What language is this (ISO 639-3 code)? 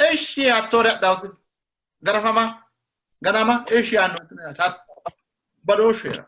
sid